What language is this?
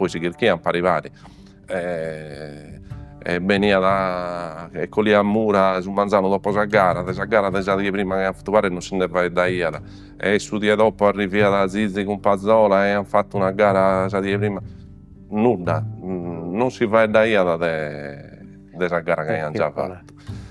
Sardinian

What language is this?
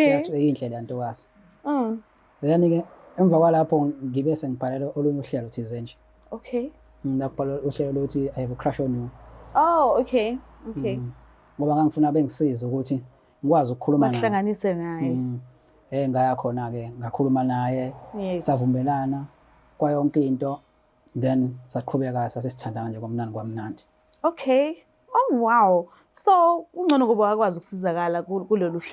Zulu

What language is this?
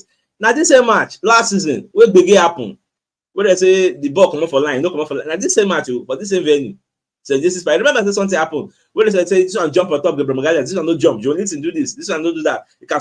Nigerian Pidgin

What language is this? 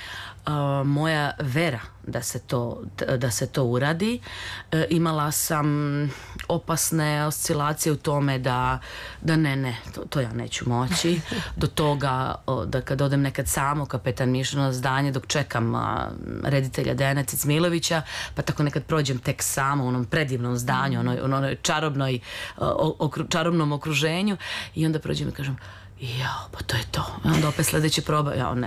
Serbian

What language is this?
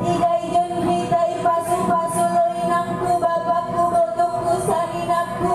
Batak Simalungun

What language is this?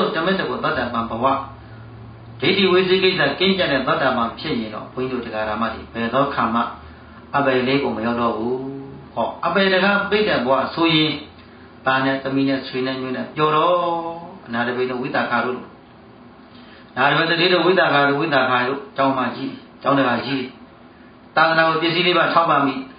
Burmese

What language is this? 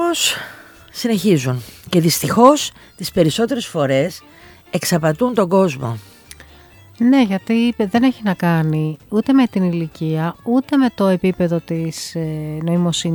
Greek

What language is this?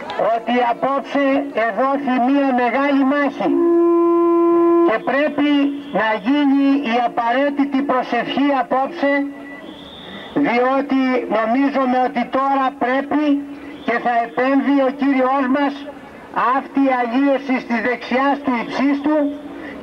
Greek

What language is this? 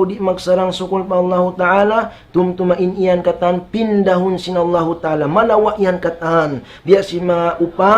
Tausug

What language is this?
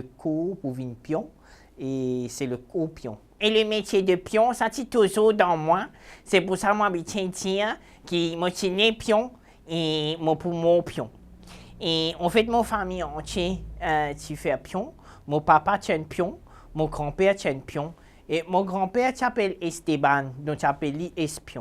Morisyen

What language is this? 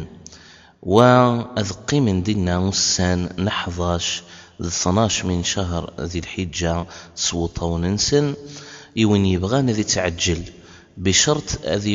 Kabyle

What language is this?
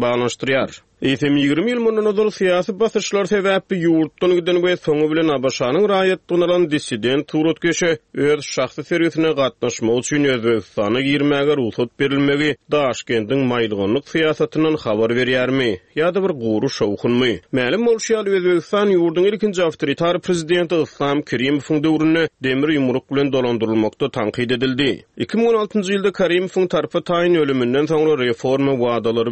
Turkmen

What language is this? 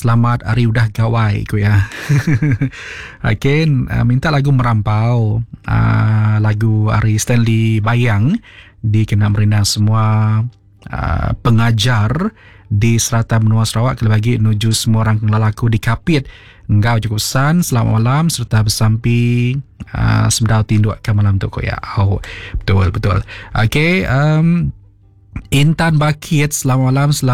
Iban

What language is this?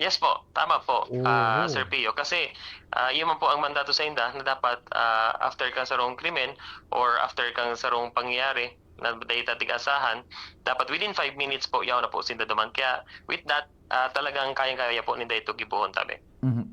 Bikol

